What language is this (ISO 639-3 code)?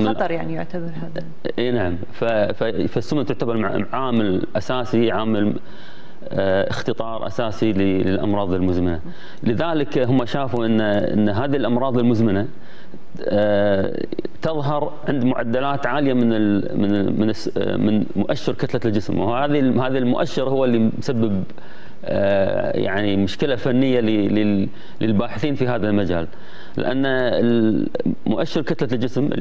afb